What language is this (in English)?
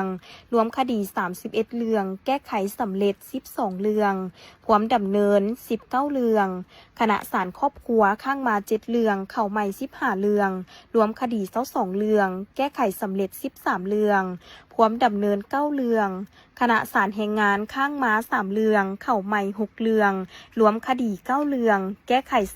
Lao